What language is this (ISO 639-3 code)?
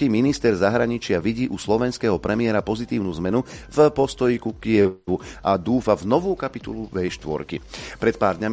slk